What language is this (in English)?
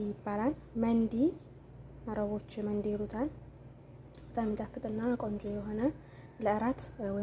Amharic